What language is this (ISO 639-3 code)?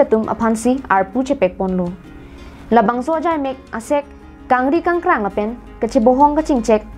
mjw